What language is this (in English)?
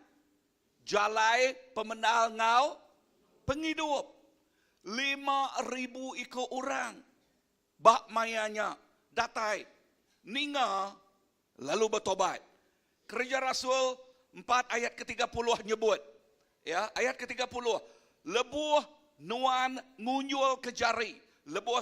Iban